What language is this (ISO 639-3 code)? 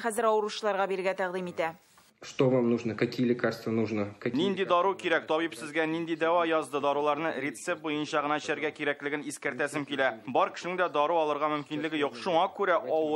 tat